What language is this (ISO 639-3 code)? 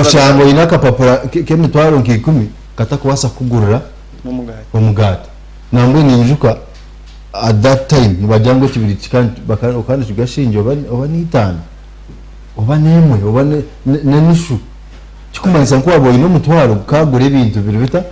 nyn